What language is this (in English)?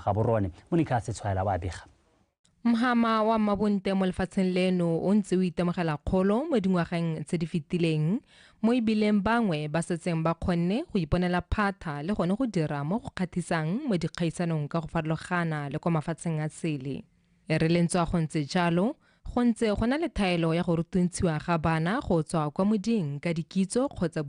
Tswana